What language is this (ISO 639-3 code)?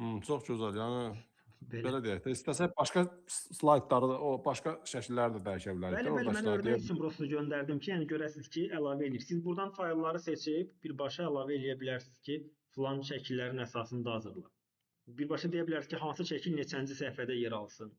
aze